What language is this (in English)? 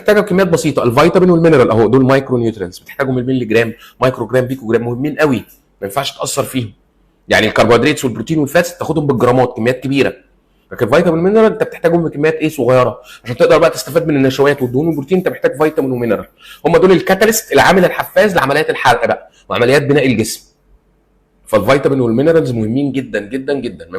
Egyptian Arabic